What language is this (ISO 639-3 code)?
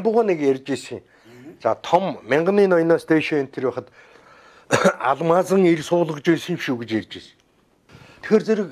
mon